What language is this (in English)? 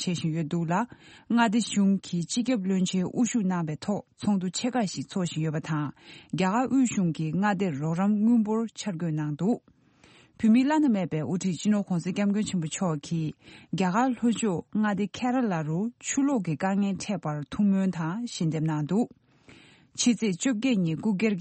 Tibetan